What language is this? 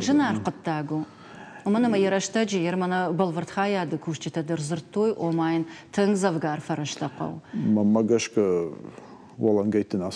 Ossetic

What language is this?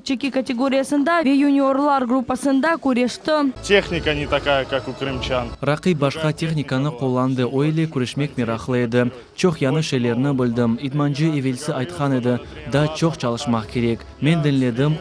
Crimean Tatar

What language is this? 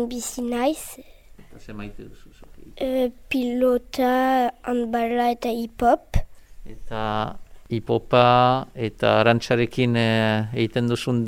Basque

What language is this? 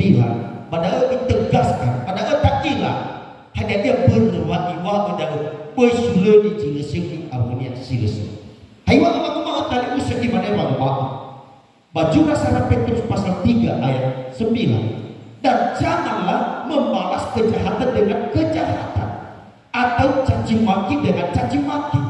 Nias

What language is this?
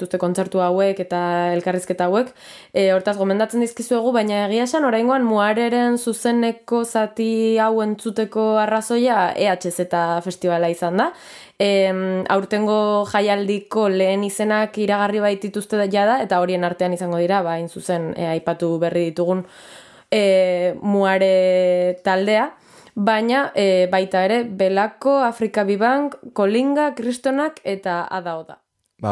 Basque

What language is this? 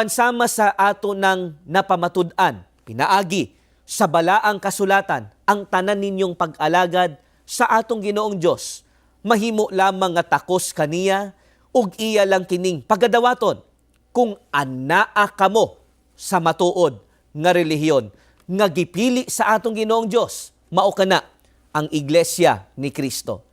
Cebuano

